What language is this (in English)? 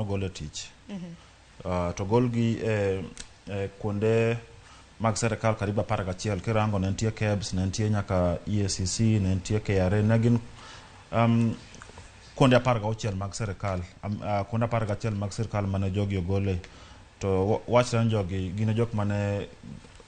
Luo (Kenya and Tanzania)